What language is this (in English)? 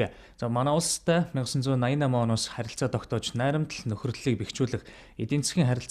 Mongolian